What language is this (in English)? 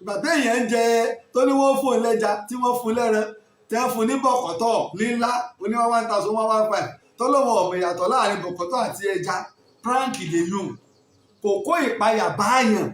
Yoruba